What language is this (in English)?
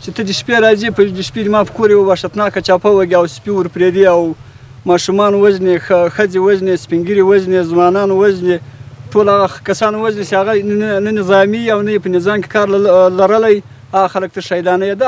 Pashto